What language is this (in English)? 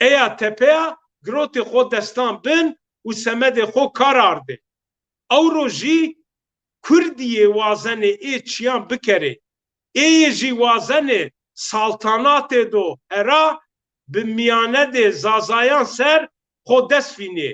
Zaza